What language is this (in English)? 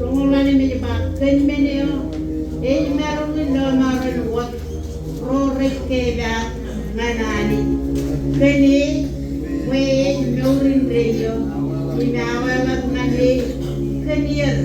Marshallese